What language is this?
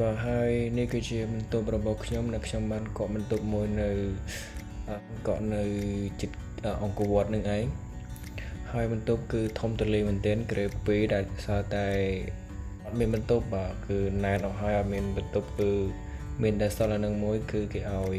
Khmer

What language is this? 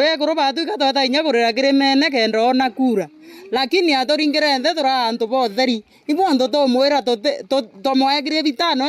Meru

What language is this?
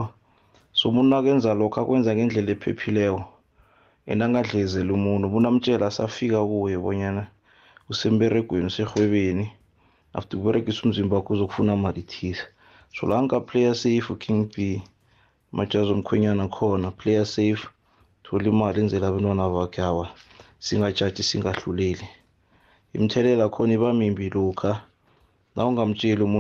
South Ndebele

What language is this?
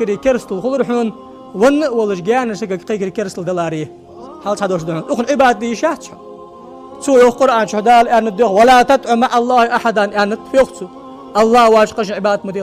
Ingush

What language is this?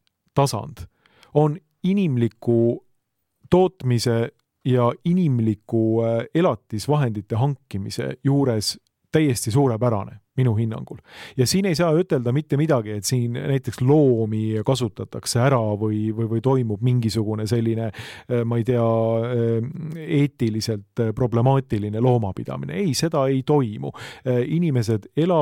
Estonian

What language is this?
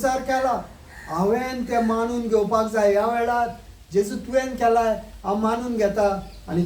Konkani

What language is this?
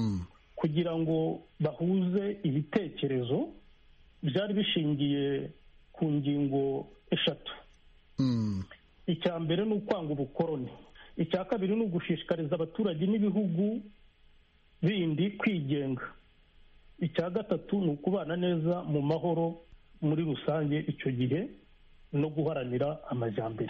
Kinyarwanda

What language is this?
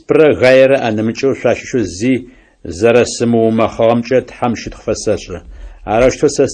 Adyghe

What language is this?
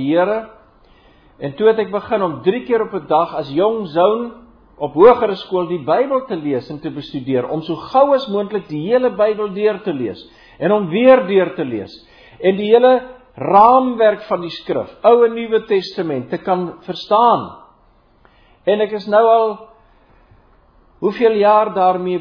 Afrikaans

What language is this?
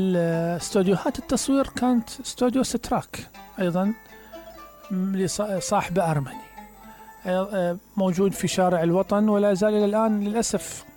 Mesopotamian Arabic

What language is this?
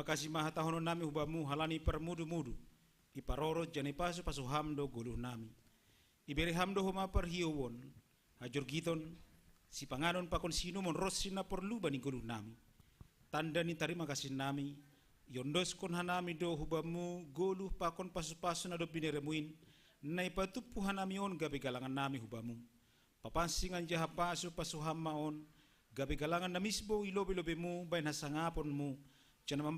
Batak Simalungun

